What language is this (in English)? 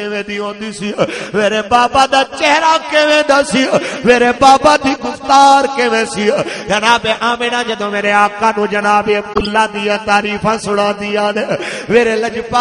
Western Panjabi